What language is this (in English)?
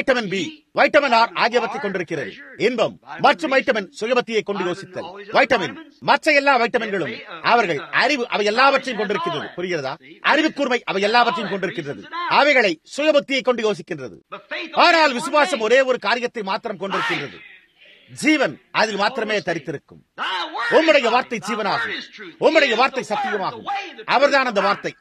Tamil